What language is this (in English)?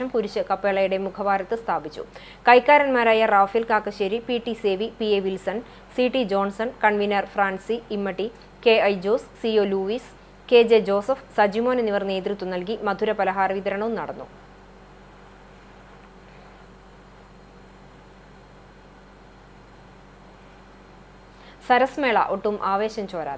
Malayalam